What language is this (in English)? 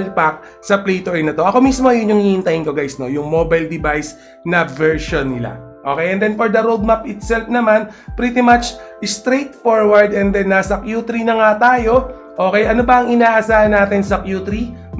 Filipino